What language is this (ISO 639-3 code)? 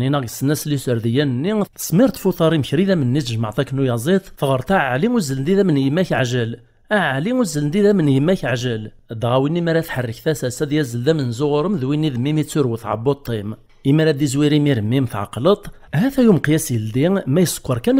kab